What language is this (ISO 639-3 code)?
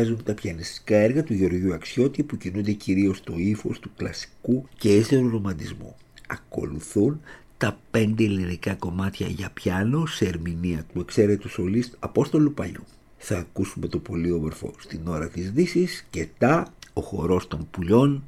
ell